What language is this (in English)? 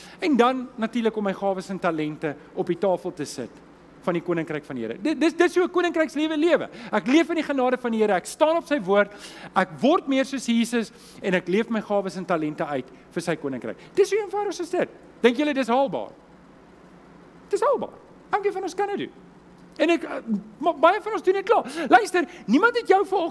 Afrikaans